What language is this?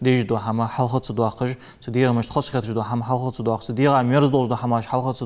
Ingush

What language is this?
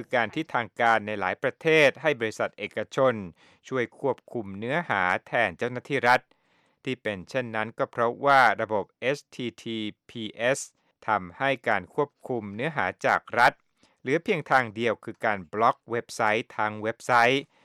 Thai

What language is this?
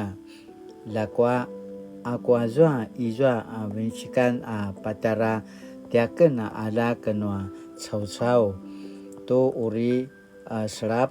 Paiwan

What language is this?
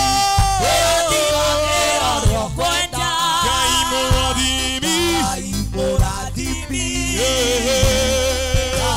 Kikuyu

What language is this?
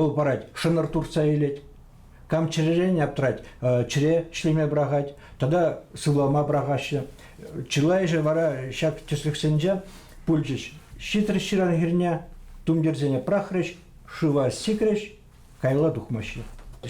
Chuvash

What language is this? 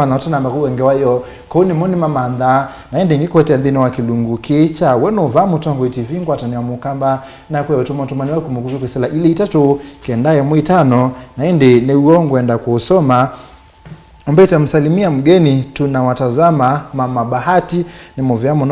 Kamba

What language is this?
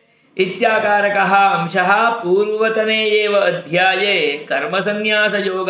Sanskrit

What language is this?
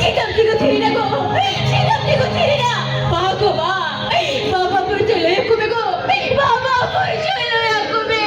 Santali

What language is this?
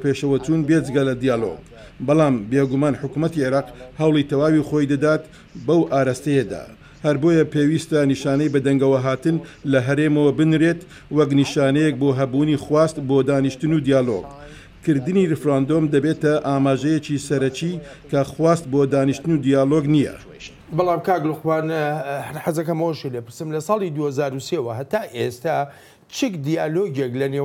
Central Kurdish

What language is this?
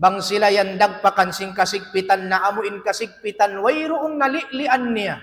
Tausug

